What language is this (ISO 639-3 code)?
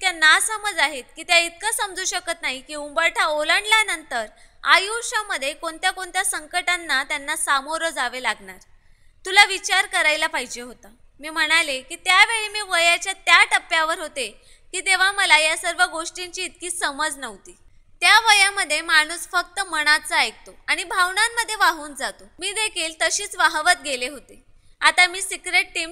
mar